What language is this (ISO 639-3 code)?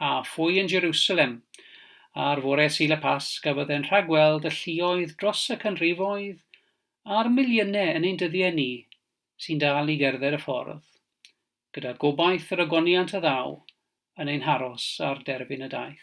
cym